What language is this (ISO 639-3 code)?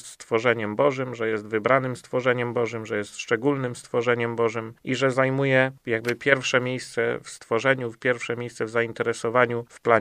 pol